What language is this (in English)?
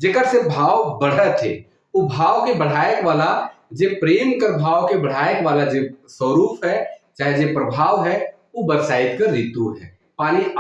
Sadri